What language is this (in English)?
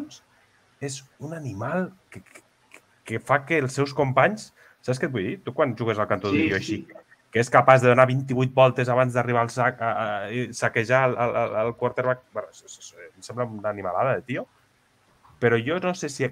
Catalan